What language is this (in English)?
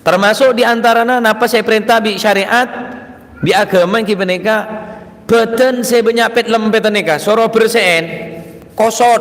Madurese